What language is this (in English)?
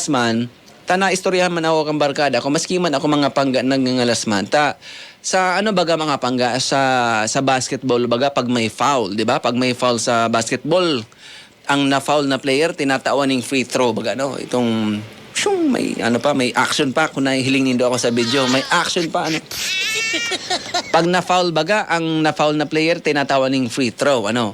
Bikol